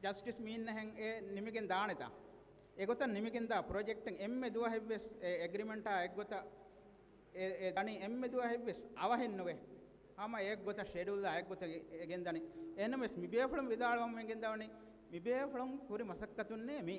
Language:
Divehi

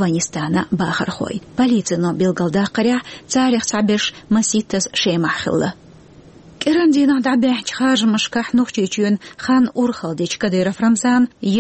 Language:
Chechen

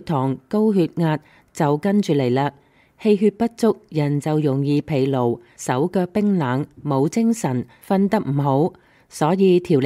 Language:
Cantonese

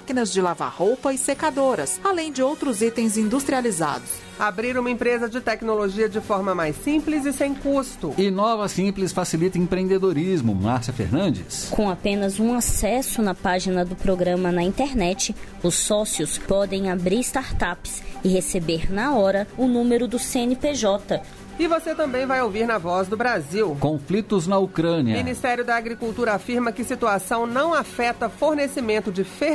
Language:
Portuguese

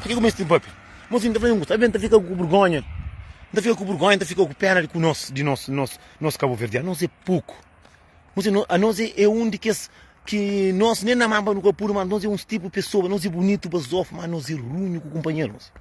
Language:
Kabuverdianu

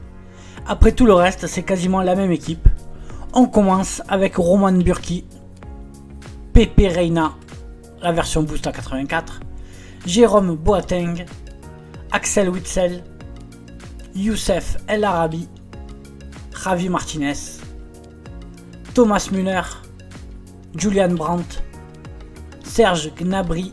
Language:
French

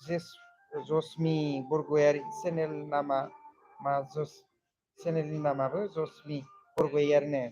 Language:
Bodo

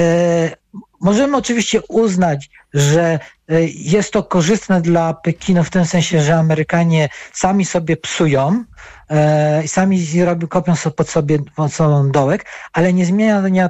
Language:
Polish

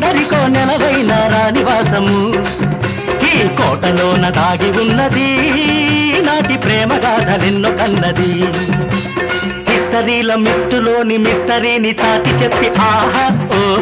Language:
Telugu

